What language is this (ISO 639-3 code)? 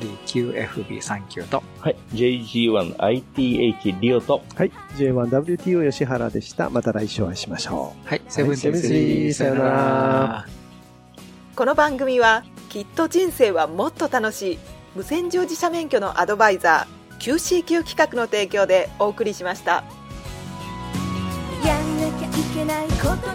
jpn